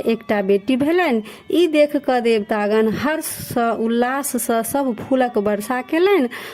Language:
Maithili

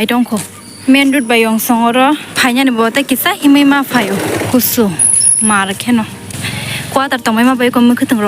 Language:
Kok Borok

